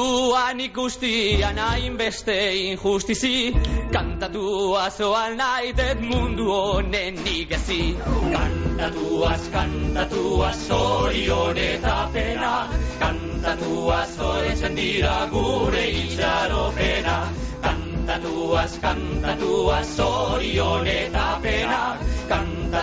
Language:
Basque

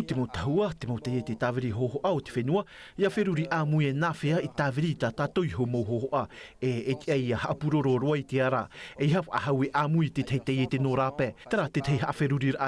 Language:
Tahitian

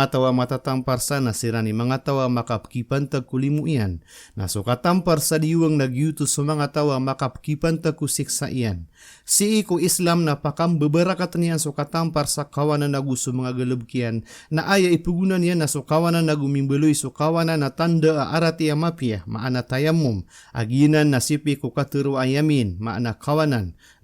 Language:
Maranao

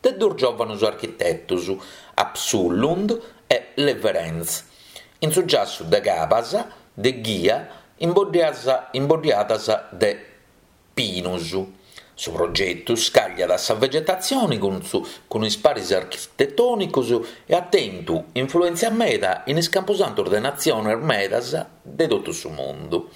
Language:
Sardinian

